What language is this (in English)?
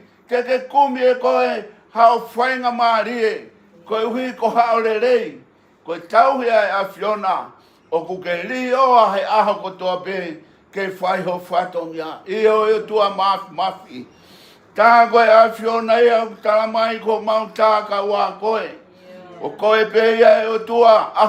Tongan